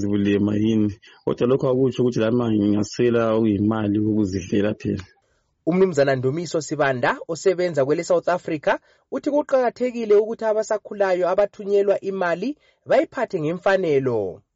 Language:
North Ndebele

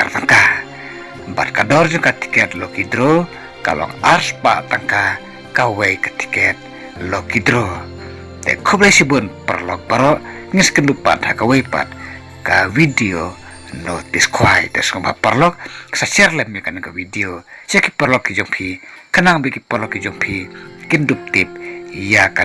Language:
Khasi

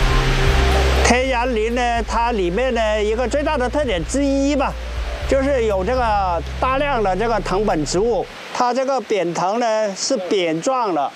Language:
Chinese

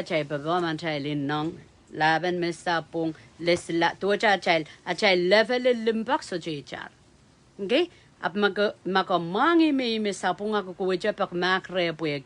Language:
Pohnpeian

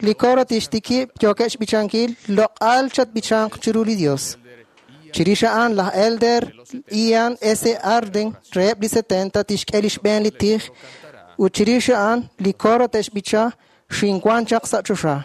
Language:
Kekchí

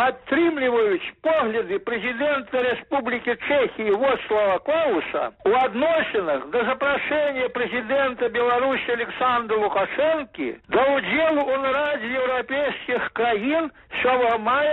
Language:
Belarusian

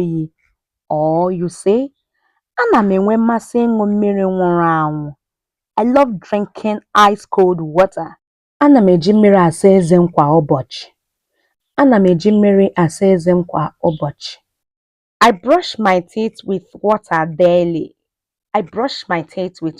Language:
Igbo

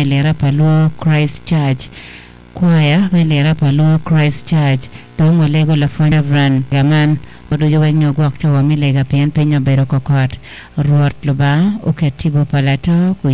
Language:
Acoli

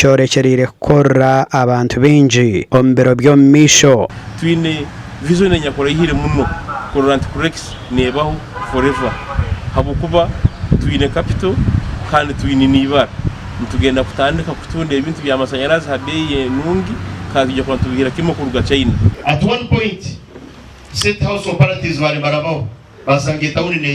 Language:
Nyankole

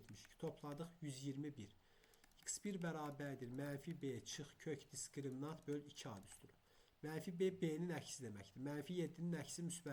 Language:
Azerbaijani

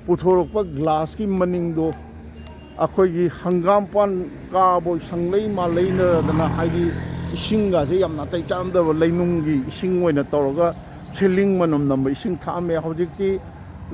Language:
Manipuri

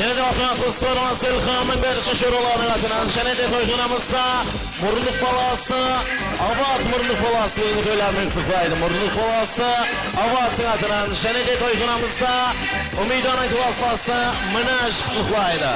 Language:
Kara-Kalpak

